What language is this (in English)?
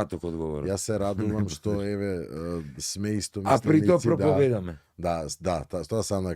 Macedonian